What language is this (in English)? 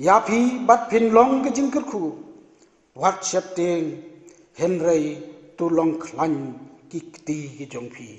Khasi